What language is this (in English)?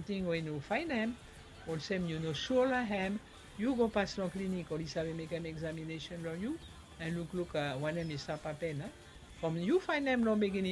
Bislama